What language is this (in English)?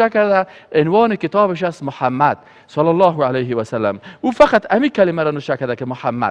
Persian